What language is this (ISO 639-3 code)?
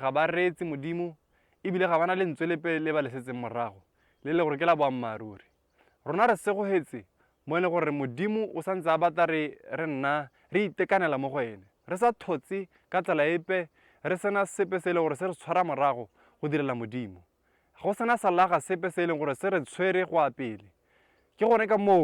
tsn